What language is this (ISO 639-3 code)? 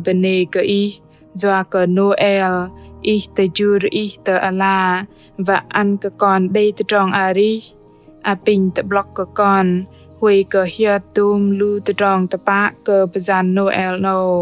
bdq